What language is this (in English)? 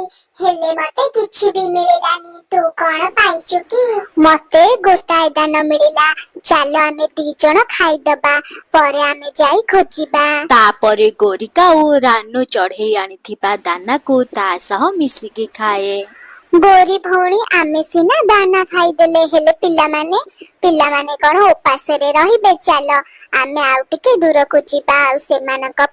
Odia